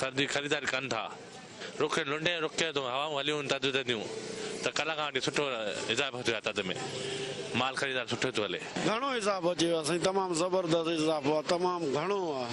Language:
Sindhi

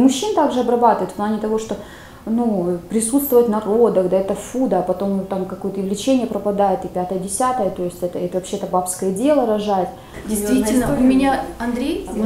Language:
Russian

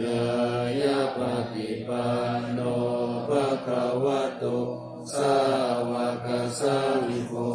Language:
Pali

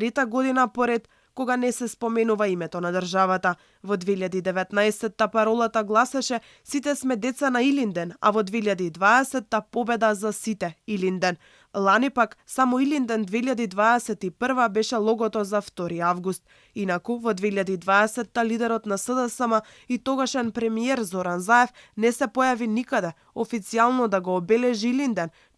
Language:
Macedonian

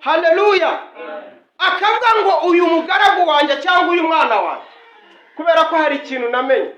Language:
Kinyarwanda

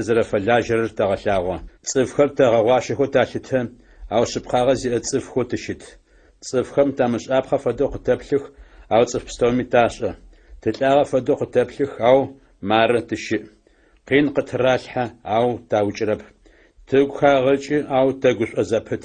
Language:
Adyghe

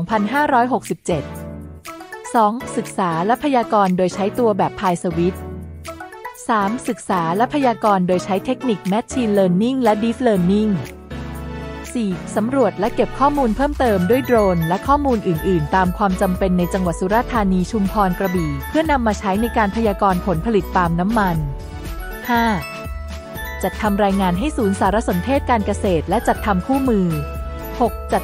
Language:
Thai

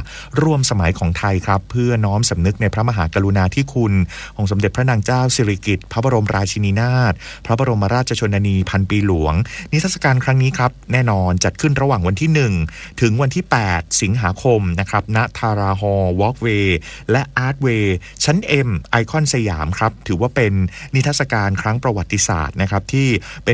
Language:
Thai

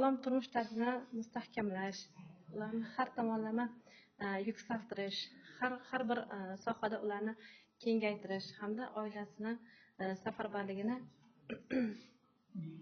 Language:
Uzbek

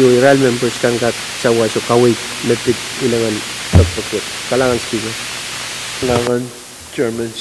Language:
Pohnpeian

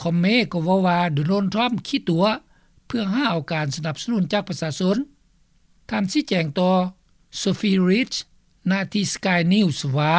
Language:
Lao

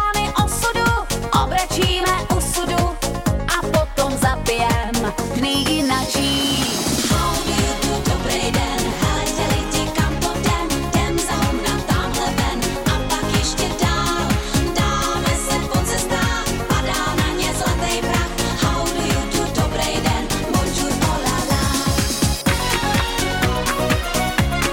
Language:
Czech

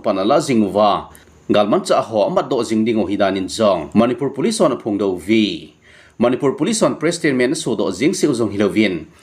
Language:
Thado Chin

